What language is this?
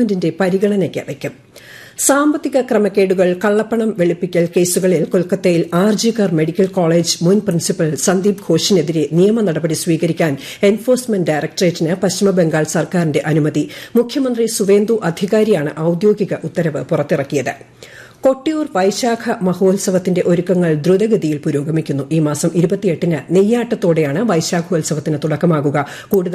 Malayalam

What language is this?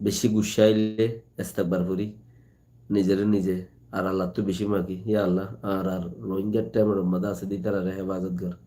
Rohingya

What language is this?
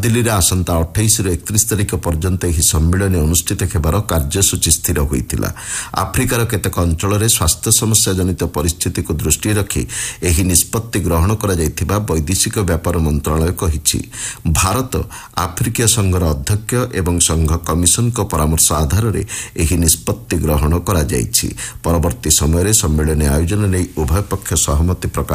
Odia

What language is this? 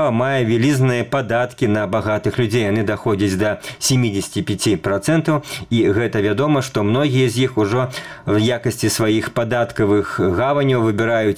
Belarusian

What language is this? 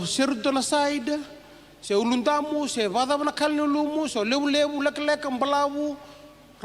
Fijian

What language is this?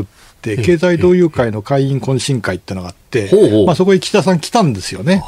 Japanese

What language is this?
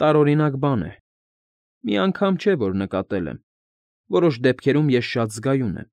Armenian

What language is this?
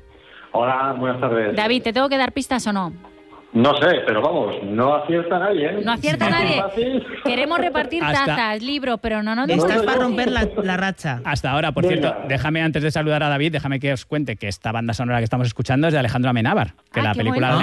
Spanish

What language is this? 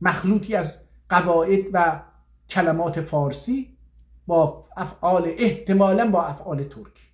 South Azerbaijani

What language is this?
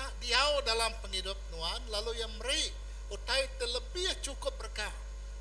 Iban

